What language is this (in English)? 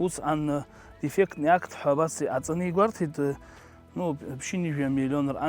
Abkhazian